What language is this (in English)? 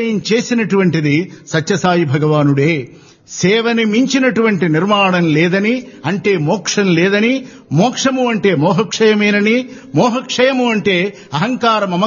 Telugu